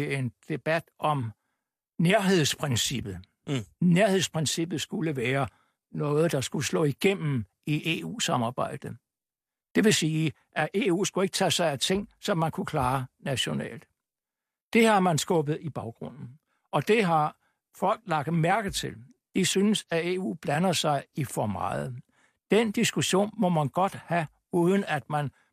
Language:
Danish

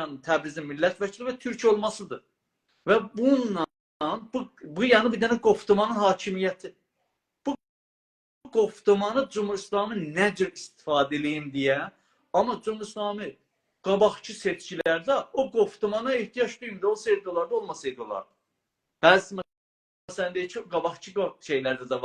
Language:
South Azerbaijani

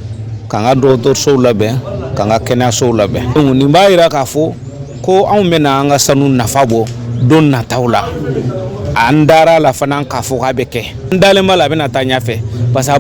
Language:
Bambara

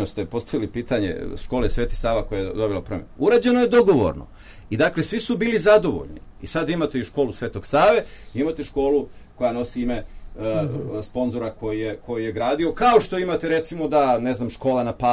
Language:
Serbian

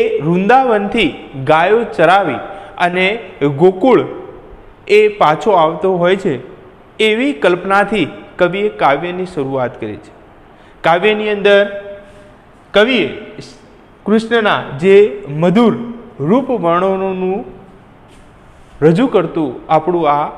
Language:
Gujarati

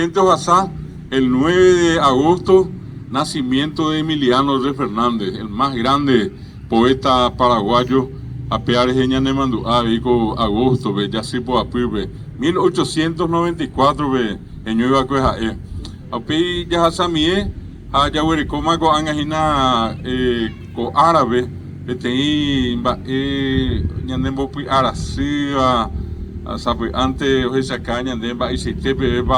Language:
Guarani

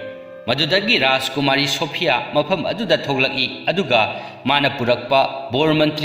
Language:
Manipuri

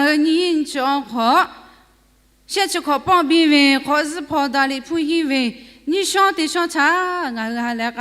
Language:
Lahu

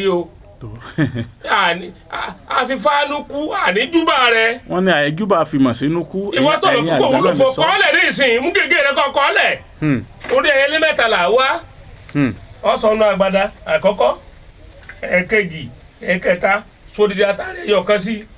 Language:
Yoruba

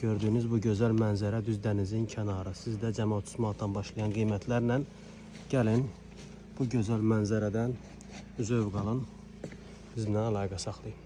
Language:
Azerbaijani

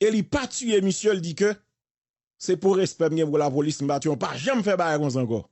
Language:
Haitian Creole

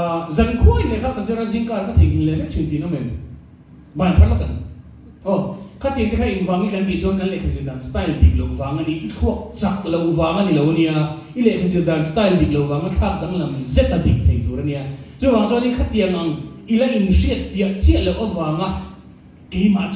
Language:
Mizo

